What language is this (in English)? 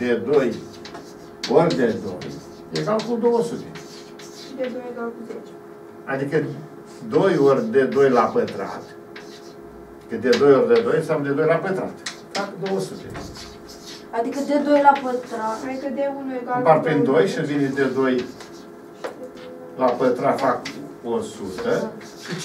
Romanian